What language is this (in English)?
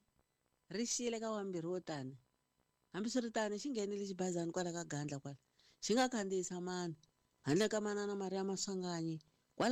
Tsonga